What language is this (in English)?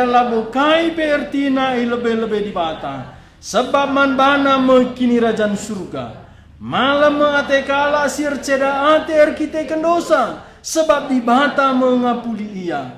Batak Karo